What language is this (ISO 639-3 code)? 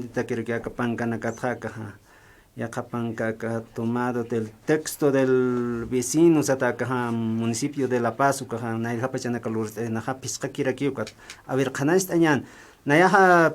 aym